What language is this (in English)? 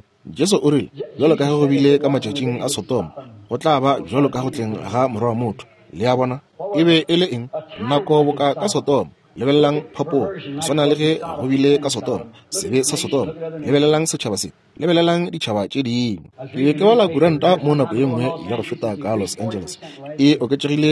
Northern Sotho